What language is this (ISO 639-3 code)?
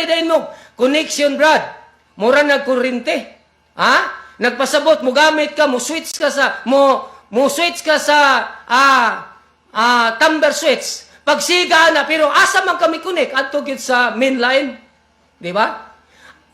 ceb